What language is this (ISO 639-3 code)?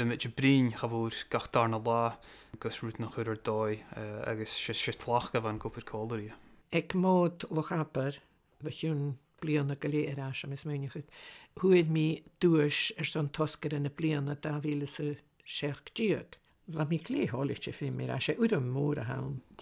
gla